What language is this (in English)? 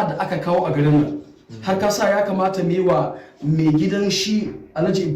Hausa